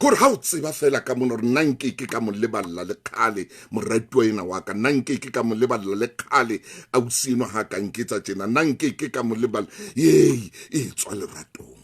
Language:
Southern Sotho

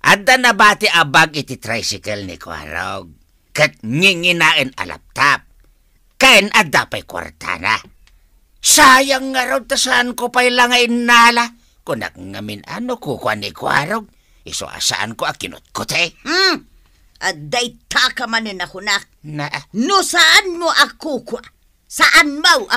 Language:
Iloko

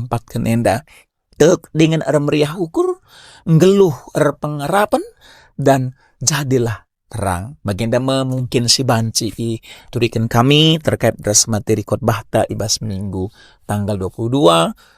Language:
Batak Karo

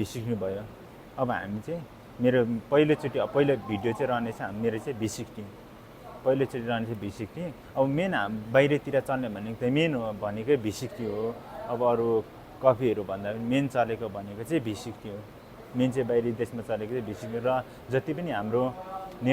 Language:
Nepali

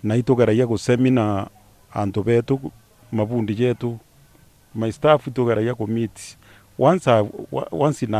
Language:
Meru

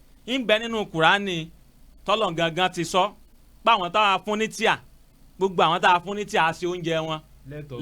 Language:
Yoruba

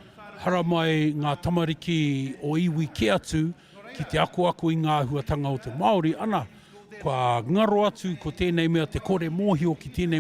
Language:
Māori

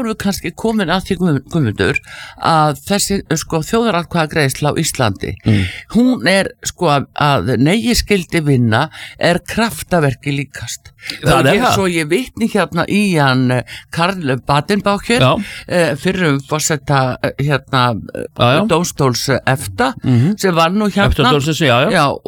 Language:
Icelandic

